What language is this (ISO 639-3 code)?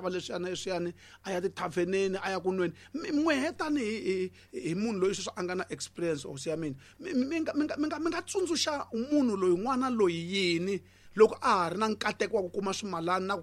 tso